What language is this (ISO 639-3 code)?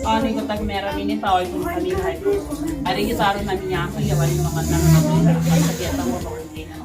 gil